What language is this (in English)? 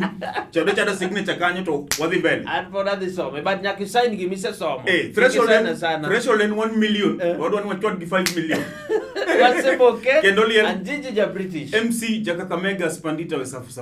Luo (Kenya and Tanzania)